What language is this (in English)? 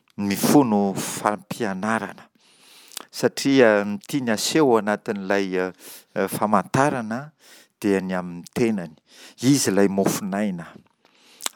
Malagasy